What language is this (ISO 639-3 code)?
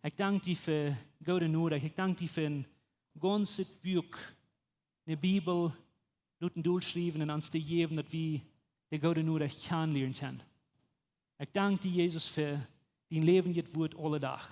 pdt